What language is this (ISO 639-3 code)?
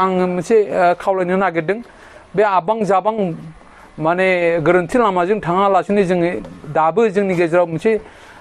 brx